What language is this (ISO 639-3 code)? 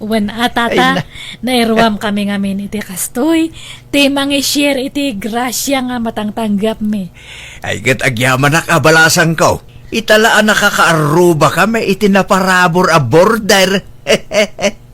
ilo